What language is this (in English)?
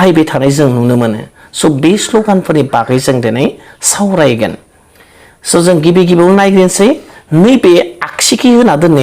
Bodo